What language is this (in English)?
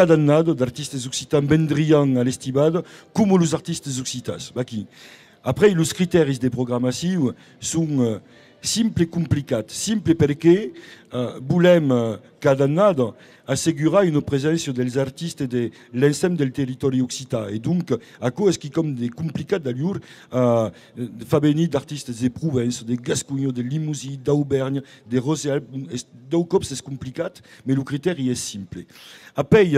Occitan